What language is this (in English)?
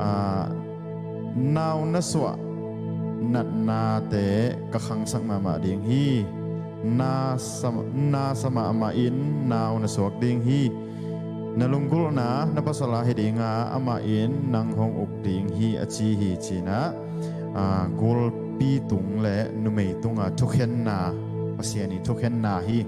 Tedim Chin